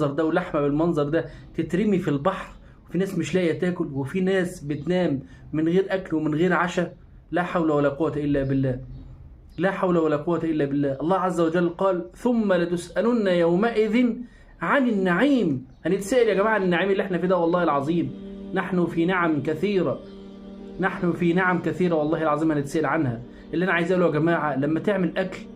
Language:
Egyptian Arabic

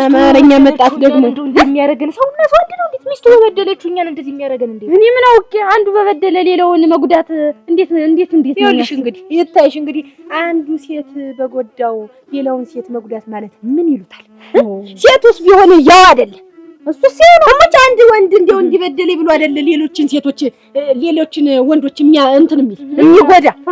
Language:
Amharic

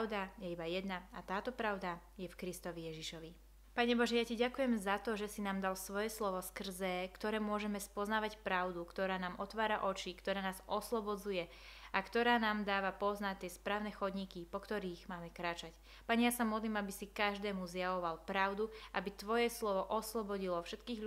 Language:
Slovak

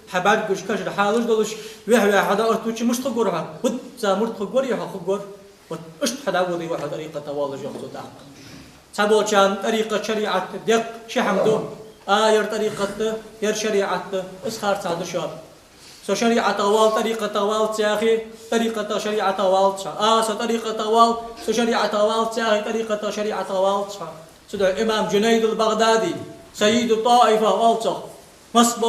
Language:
Ingush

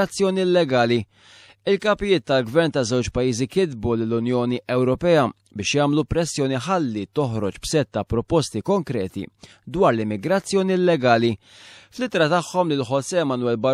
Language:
Maltese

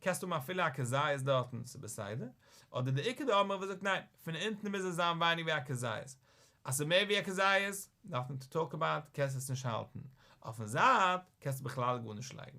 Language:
Yiddish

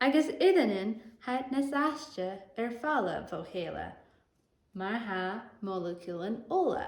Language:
Scottish Gaelic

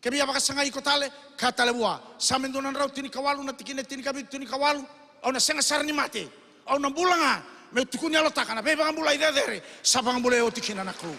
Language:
Fijian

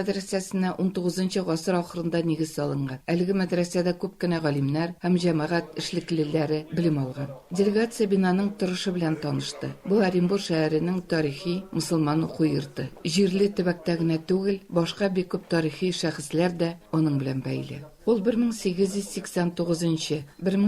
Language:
Tatar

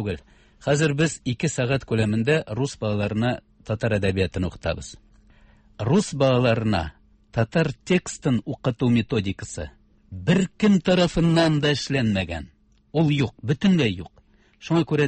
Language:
Tatar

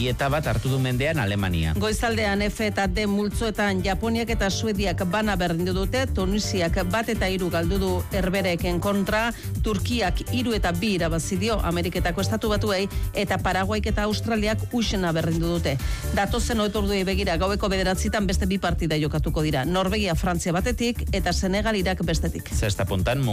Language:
Basque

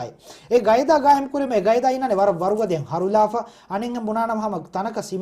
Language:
Divehi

